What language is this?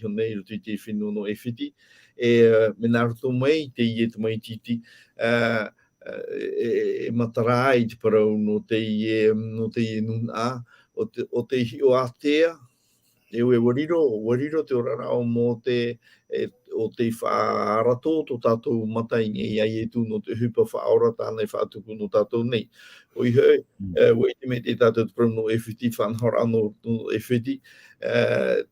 Tahitian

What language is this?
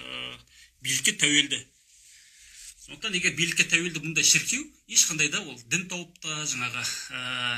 Kazakh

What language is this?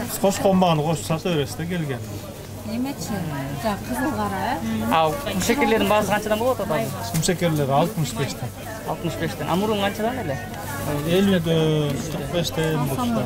Kyrgyz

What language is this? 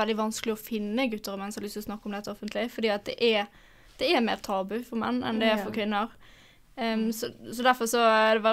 Norwegian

